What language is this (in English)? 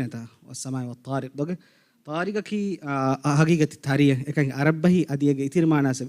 Divehi